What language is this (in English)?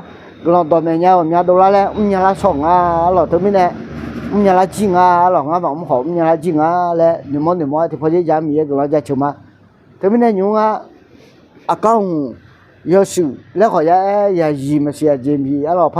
Akha